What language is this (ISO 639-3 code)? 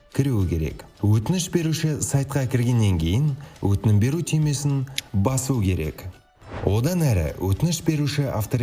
kaz